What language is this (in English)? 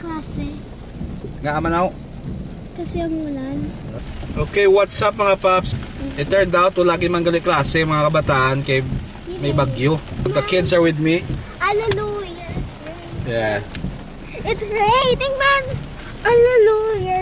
Hiligaynon